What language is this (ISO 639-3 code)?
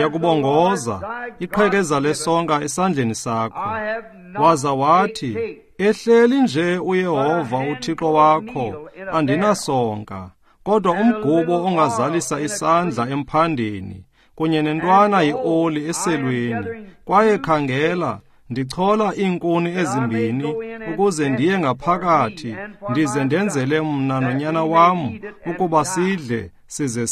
xho